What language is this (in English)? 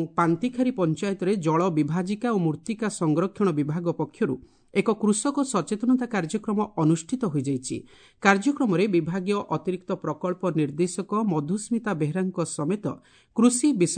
Odia